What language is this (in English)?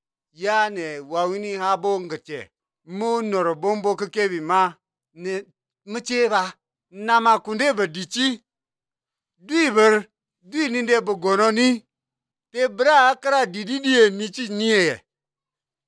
Azerbaijani